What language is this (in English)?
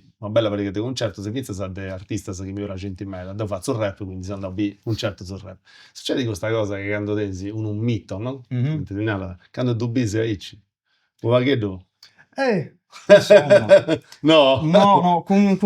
Sardinian